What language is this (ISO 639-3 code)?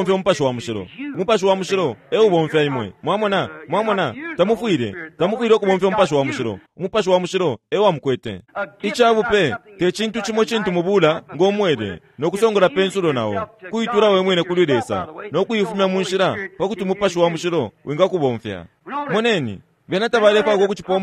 bem